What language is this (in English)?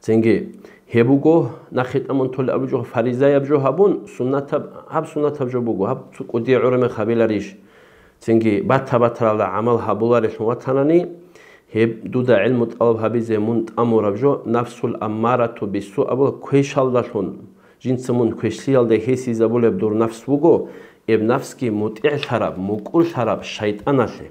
Avaric